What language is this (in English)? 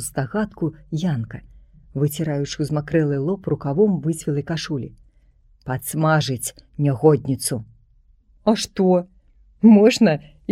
Belarusian